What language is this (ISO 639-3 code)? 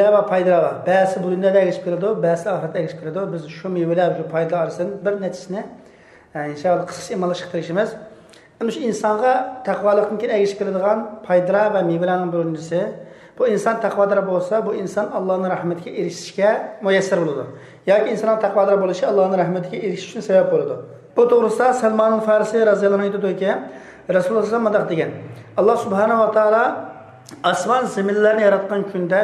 uig